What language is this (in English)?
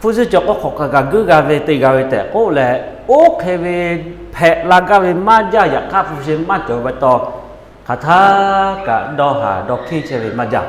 Lahu